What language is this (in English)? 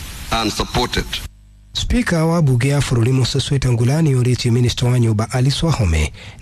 Kikuyu